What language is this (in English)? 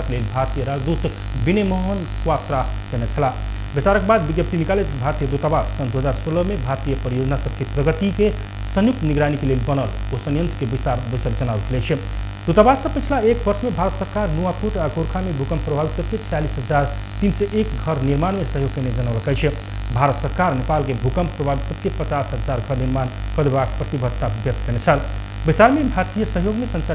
Maithili